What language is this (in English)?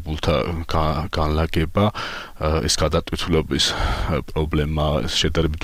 Georgian